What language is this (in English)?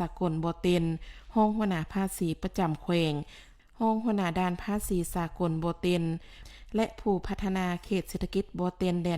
Lao